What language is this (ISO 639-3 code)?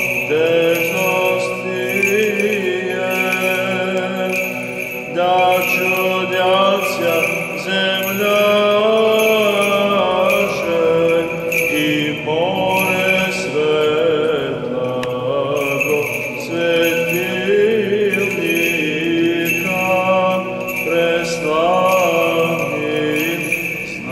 bul